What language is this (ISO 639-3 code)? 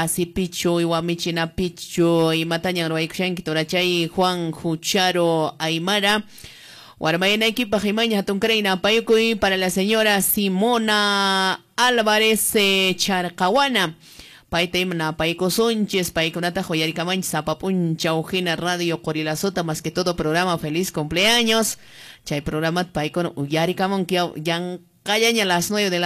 que